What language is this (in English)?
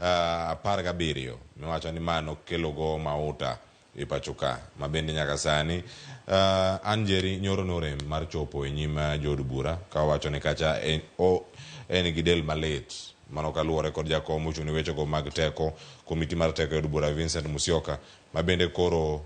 Luo (Kenya and Tanzania)